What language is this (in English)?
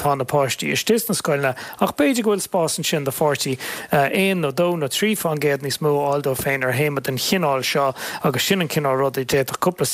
Irish